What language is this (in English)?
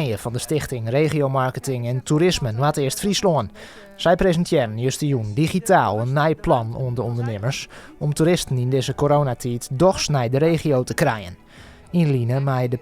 Western Frisian